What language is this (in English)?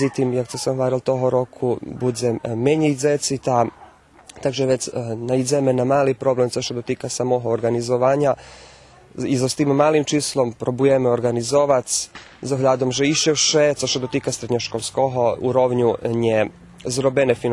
Rusyn